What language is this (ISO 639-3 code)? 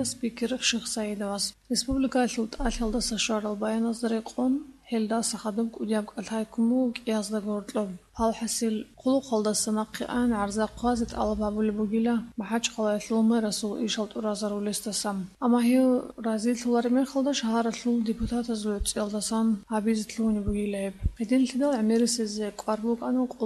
ava